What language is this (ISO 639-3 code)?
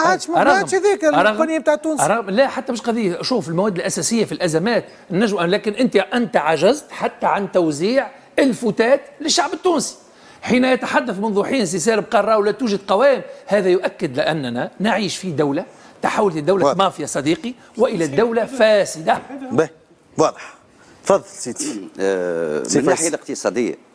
aeb